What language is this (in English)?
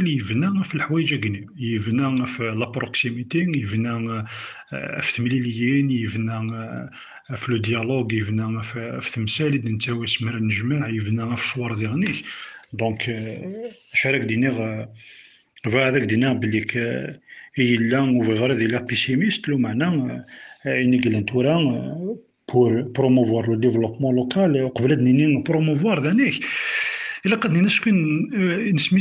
Kabyle